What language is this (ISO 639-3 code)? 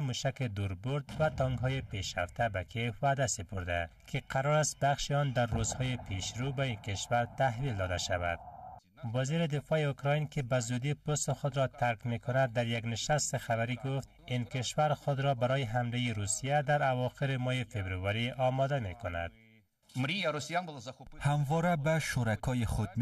fas